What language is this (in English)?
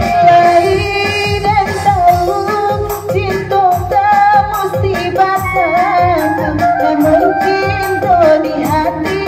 Minangkabau